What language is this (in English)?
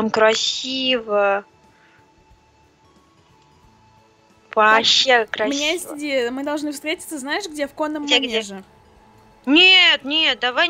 Russian